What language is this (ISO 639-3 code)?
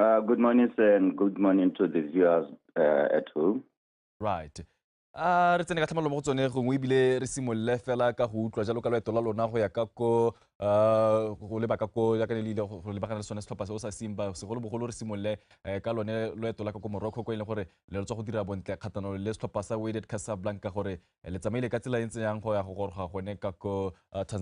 tsn